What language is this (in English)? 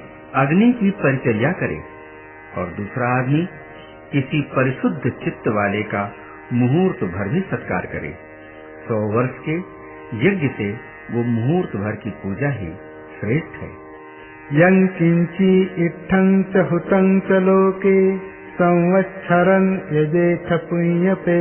Hindi